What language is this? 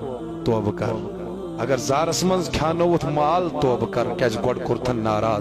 Kashmiri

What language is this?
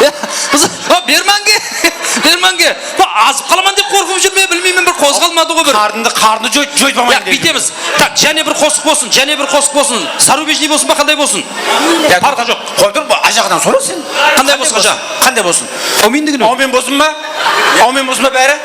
Kara-Kalpak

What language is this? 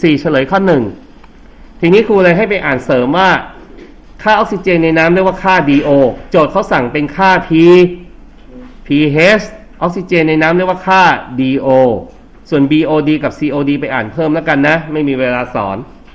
Thai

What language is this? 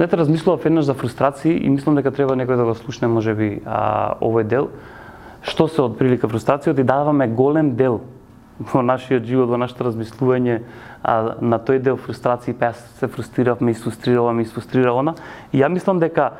Macedonian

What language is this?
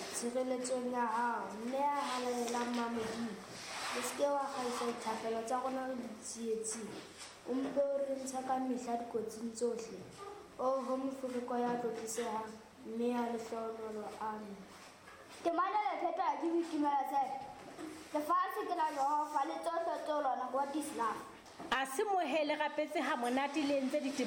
Southern Sotho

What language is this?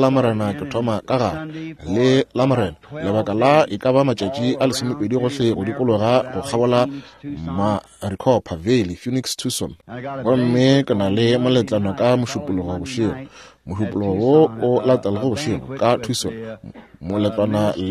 Northern Sotho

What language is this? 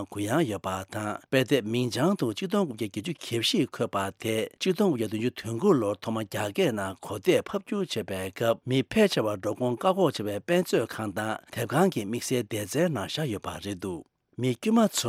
Tibetan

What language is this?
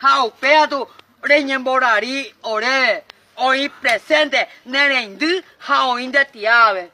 Guarani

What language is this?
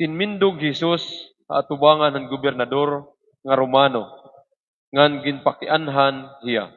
Waray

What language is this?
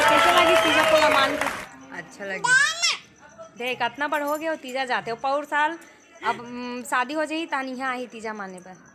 Chhattisgarhi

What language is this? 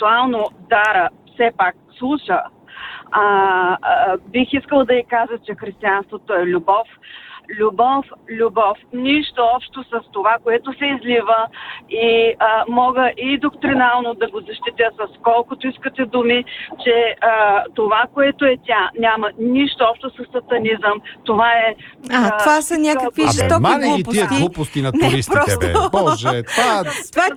Bulgarian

